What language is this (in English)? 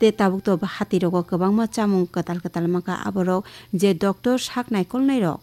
Kok Borok